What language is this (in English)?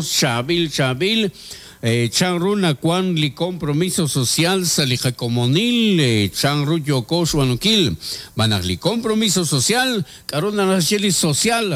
Kekchí